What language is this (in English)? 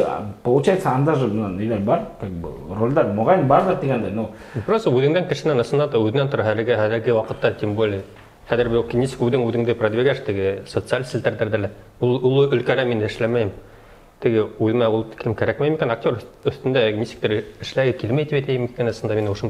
Bashkir